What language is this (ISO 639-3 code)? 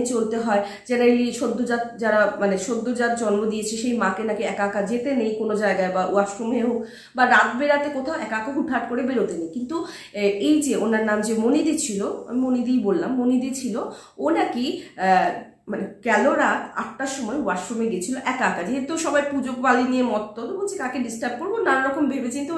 ben